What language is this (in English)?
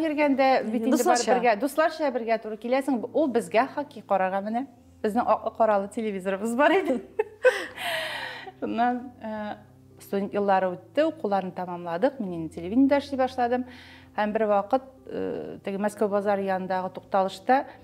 Tatar